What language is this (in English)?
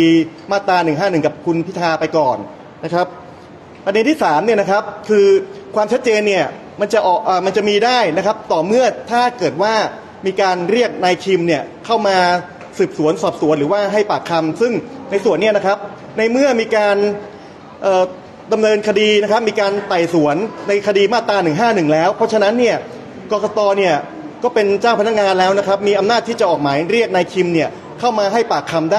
Thai